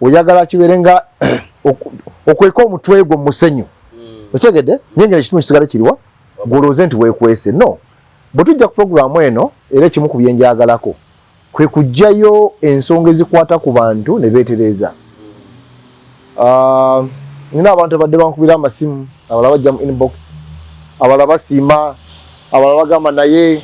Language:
Ganda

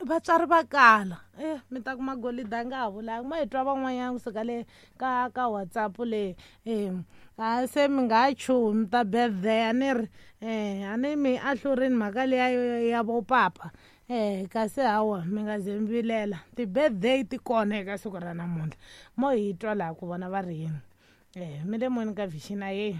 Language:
Tsonga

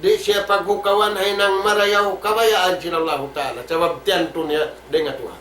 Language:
Tausug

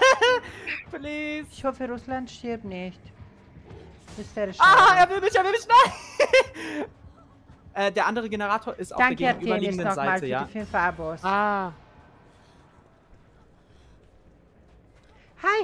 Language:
German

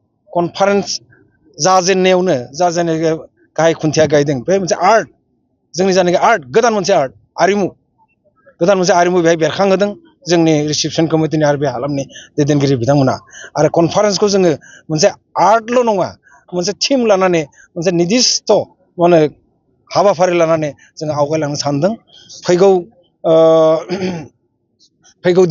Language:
Bodo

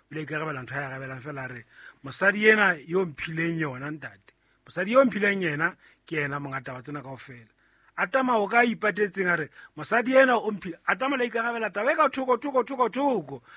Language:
Southern Sotho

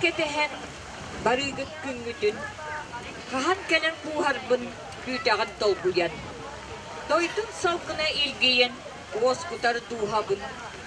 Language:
Yakut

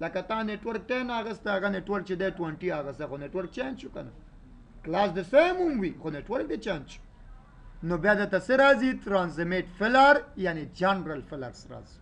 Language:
Pashto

